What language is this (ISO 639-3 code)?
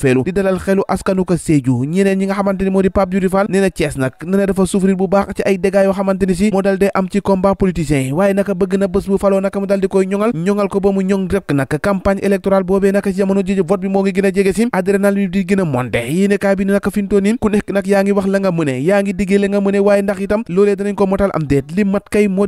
wol